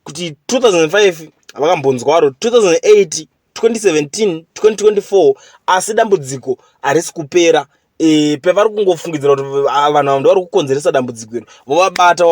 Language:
Shona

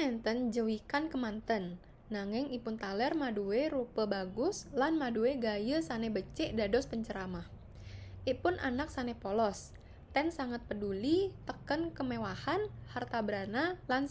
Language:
Balinese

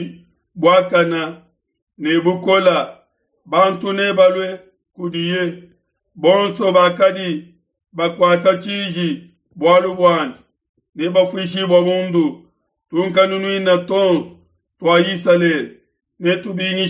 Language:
Luba-Lulua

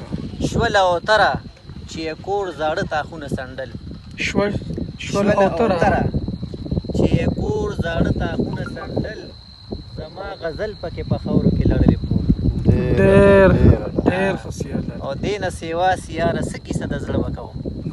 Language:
Pashto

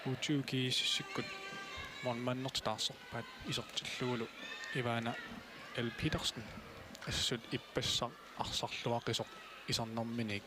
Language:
Kalaallisut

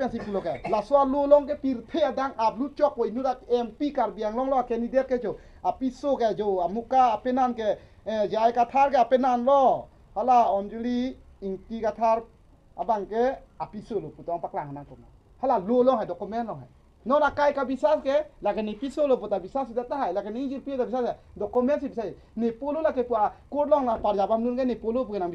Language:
Karbi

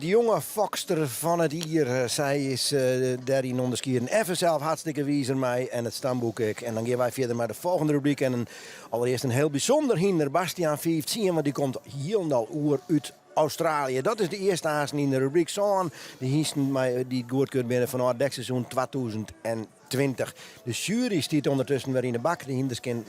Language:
Western Frisian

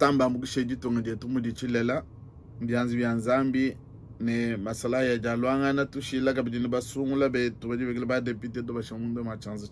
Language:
Luba-Lulua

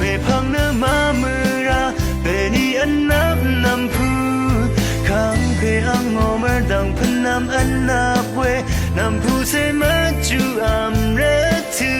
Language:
Rawang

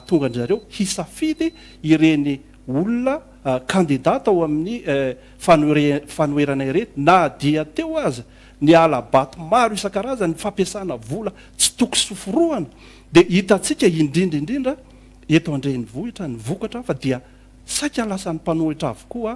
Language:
Malagasy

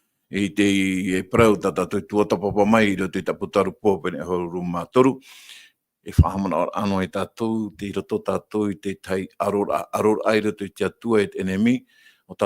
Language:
Tahitian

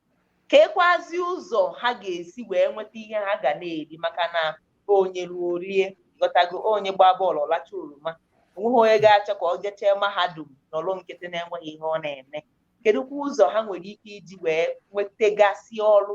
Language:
Igbo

